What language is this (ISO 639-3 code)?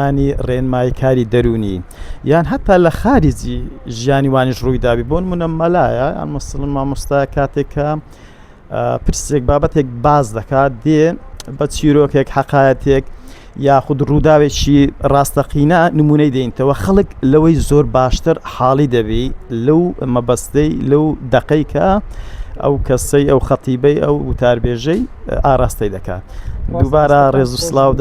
ckb